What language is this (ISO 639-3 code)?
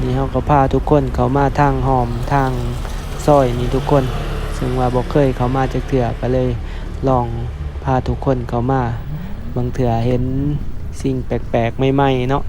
lao